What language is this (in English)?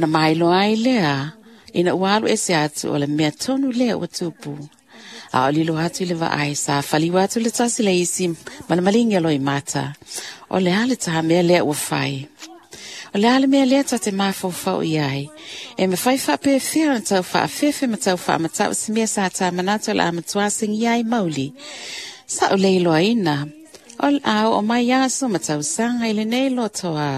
Samoan